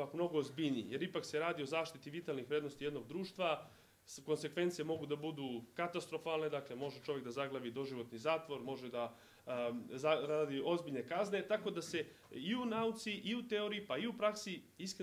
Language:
Serbian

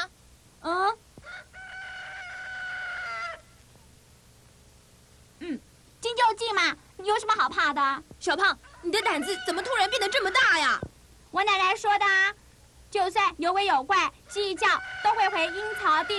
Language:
Chinese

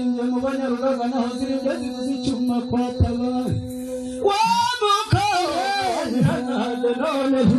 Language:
Kinyarwanda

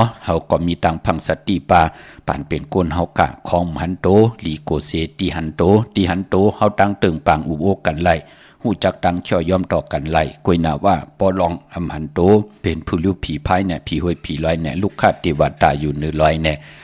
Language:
Shan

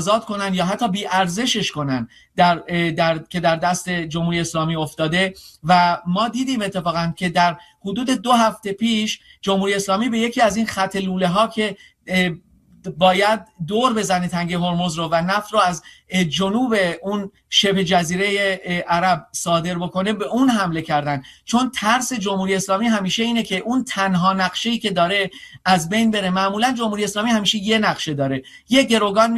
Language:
Persian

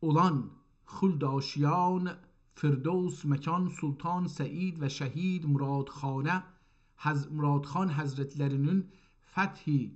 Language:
South Azerbaijani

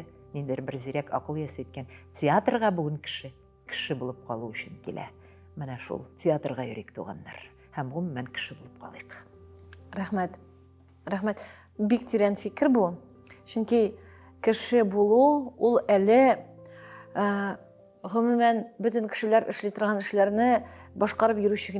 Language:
Tatar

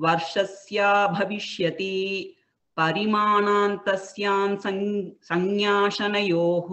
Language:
Sanskrit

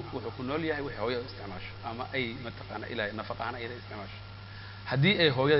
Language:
Somali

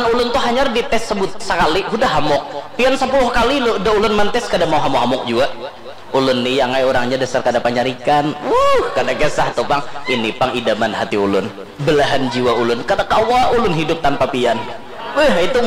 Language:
Banjar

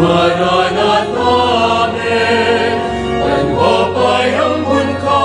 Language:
Pampanga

